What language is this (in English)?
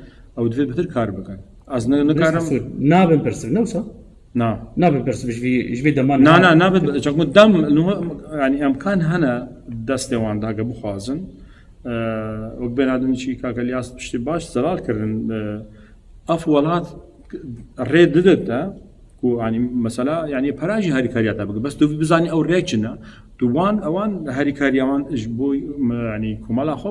Kurdish